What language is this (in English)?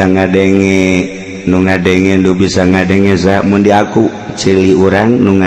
Sundanese